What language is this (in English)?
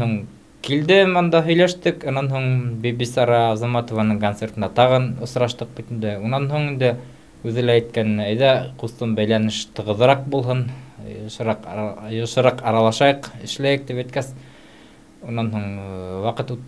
Bashkir